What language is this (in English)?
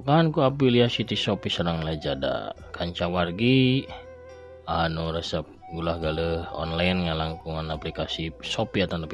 Sundanese